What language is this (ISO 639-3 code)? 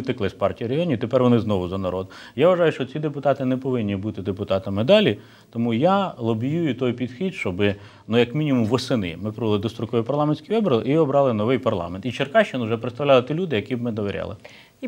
ukr